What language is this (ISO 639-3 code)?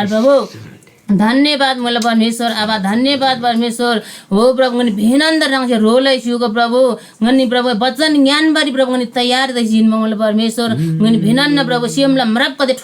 taj